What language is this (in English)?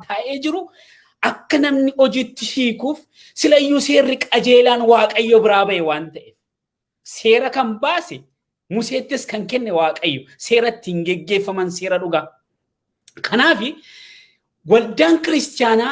Oromo